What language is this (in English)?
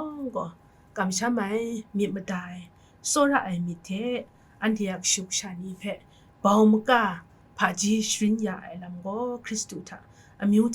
Kachin